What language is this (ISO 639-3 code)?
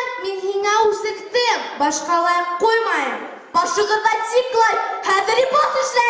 bak